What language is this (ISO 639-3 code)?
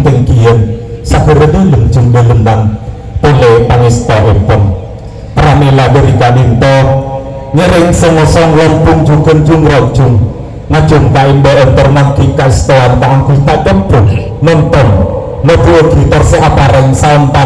mad